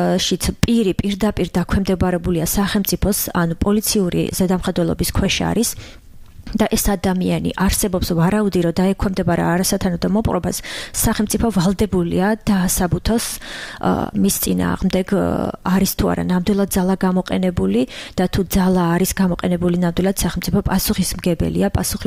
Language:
Georgian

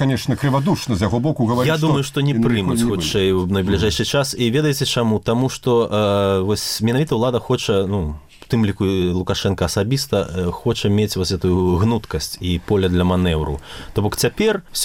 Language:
Belarusian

